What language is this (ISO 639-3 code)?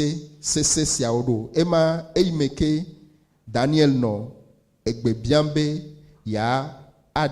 ewe